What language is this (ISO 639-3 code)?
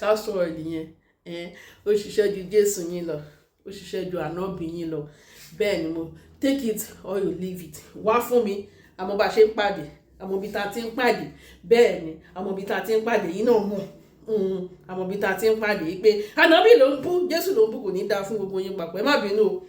yor